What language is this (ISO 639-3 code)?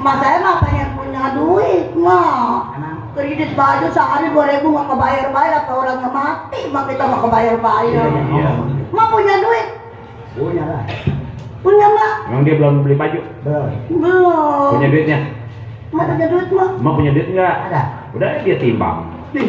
bew